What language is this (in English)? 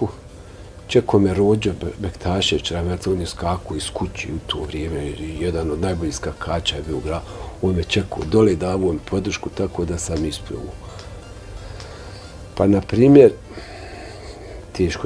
Bosnian